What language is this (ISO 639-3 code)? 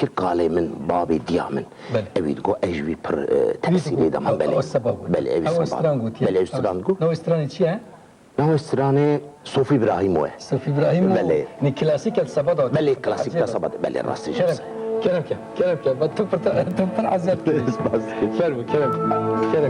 kur